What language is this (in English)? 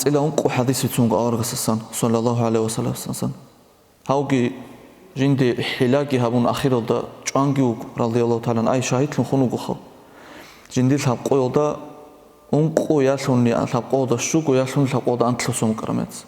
Avaric